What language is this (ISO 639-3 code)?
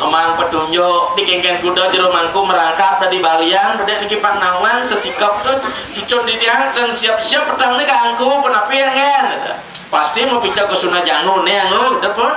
ban